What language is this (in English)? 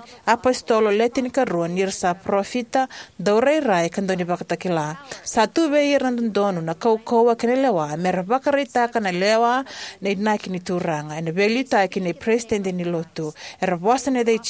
Fijian